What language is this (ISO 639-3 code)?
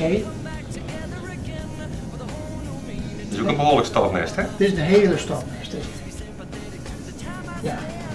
nld